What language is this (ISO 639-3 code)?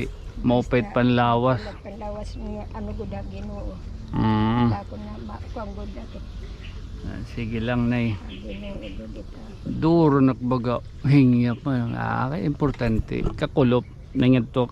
war